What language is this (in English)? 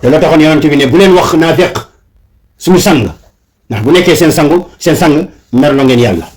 Wolof